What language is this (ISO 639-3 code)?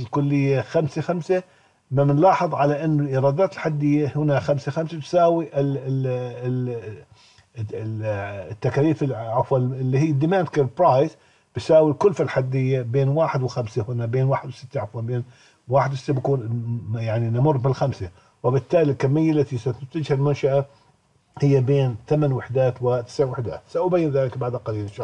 ara